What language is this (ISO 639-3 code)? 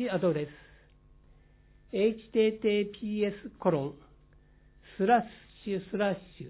jpn